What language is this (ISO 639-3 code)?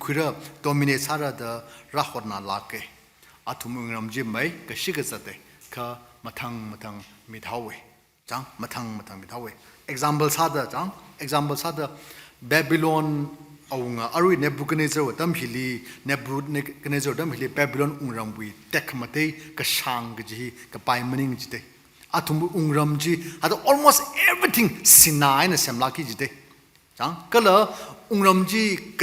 nmf